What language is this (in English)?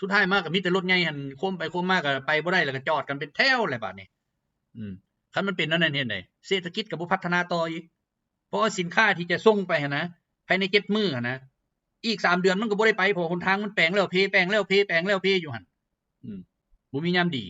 Lao